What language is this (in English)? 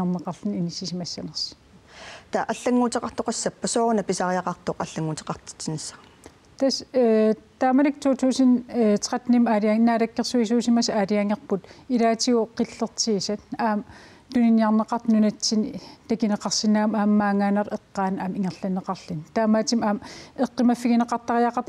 Kalaallisut